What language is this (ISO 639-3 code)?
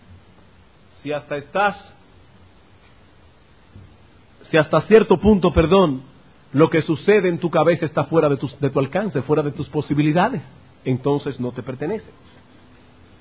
spa